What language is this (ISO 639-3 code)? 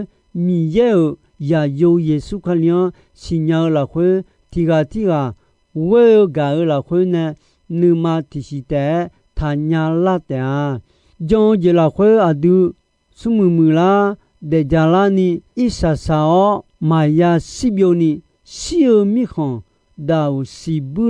ahk